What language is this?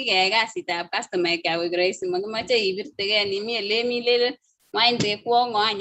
Kalenjin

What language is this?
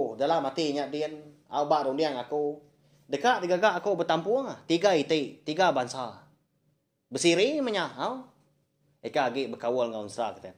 Iban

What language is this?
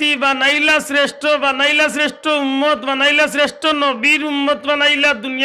Sylheti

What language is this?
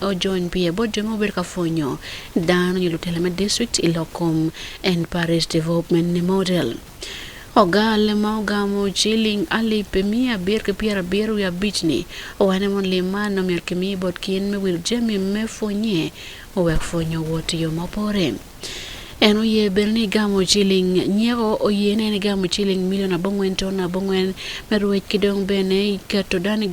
Acoli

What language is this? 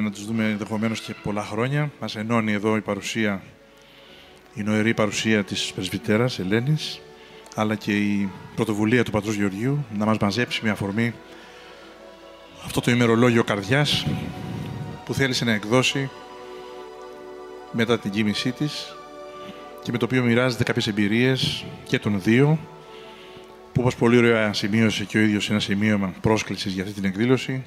Greek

